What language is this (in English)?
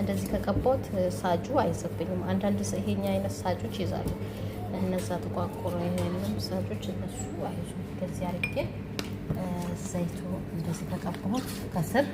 Amharic